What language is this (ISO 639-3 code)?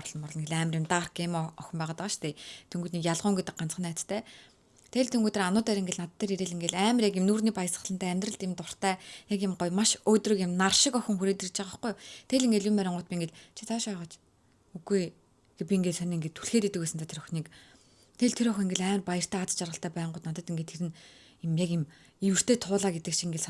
mon